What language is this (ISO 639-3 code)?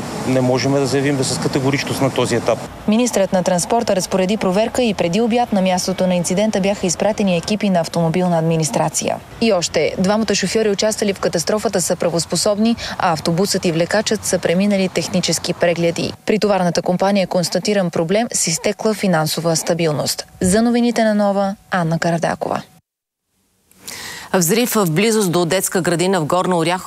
bul